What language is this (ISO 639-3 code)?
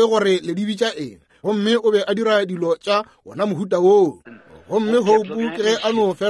nso